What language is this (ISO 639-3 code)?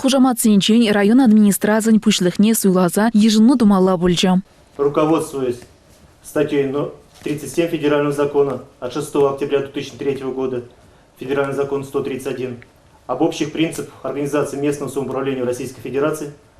chv